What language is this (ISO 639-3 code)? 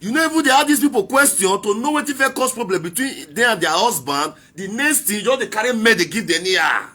pcm